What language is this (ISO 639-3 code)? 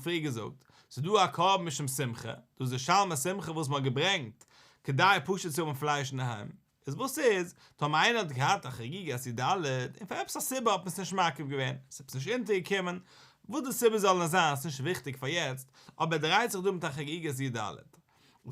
yid